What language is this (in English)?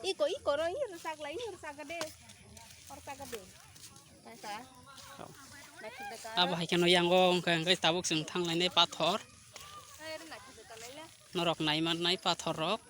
Kok Borok